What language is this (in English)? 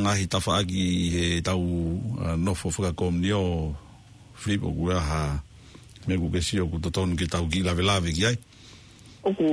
Tongan